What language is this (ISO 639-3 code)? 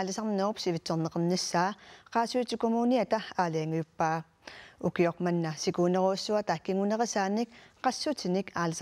kal